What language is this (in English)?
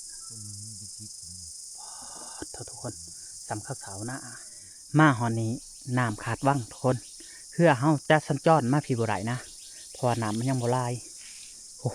Lao